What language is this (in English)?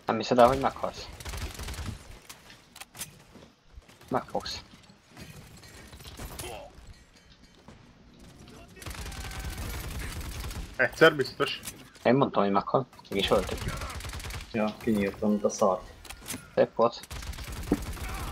Hungarian